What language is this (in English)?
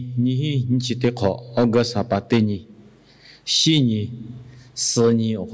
Lahu